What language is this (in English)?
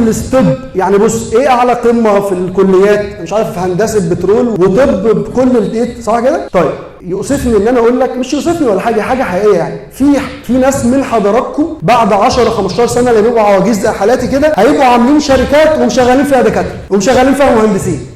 Egyptian Arabic